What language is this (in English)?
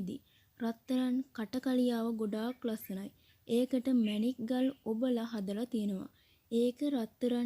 Sinhala